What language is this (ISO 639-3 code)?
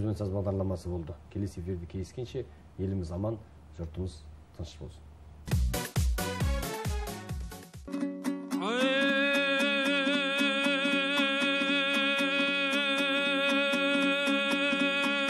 kaz